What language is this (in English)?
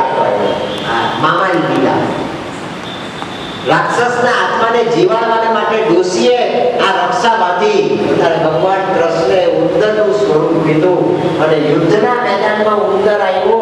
Gujarati